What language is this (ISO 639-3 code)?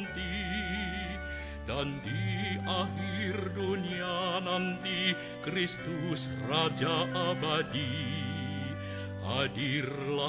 ind